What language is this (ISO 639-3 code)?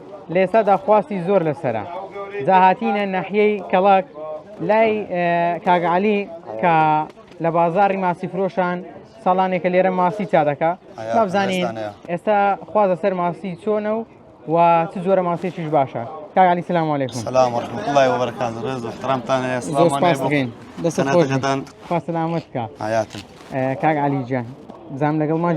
ckb